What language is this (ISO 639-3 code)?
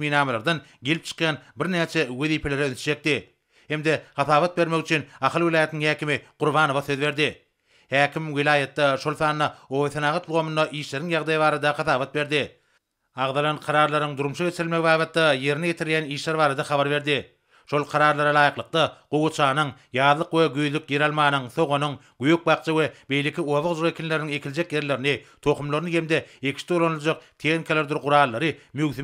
tuk